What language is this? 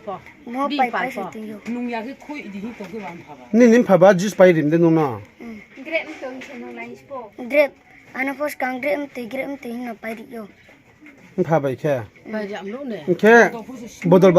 Riang (India)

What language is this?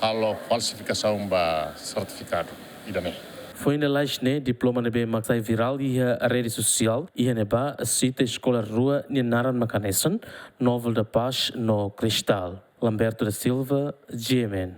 Tetum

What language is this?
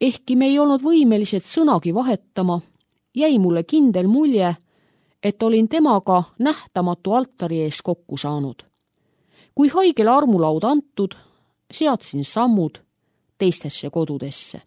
Estonian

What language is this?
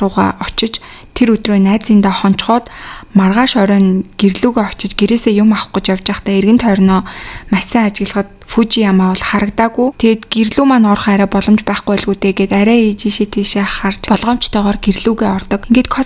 Mongolian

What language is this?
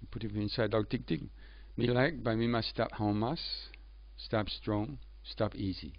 Tok Pisin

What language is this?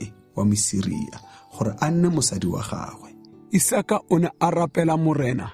Tswana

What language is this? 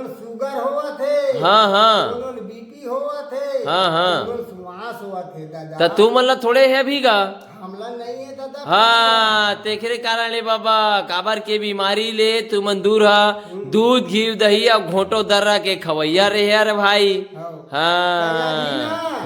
Chhattisgarhi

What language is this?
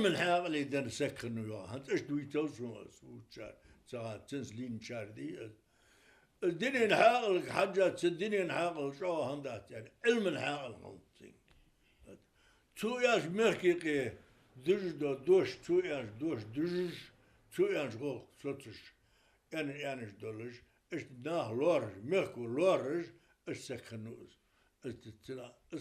Ingush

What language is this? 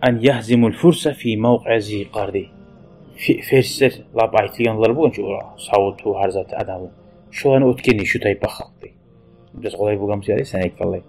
Kumyk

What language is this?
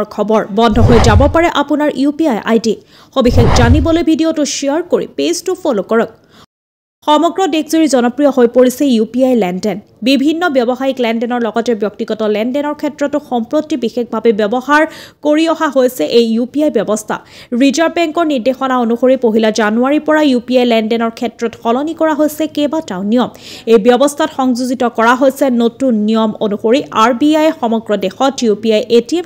Assamese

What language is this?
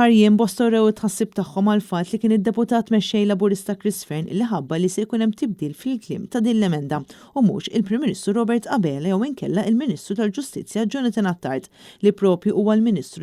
Maltese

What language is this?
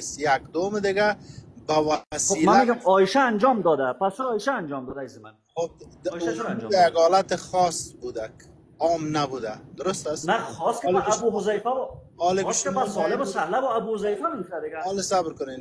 Persian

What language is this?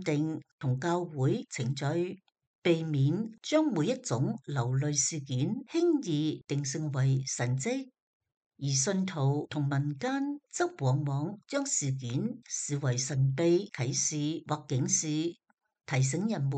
Cantonese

